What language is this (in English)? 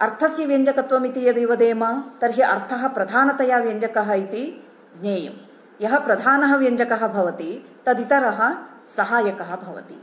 Sanskrit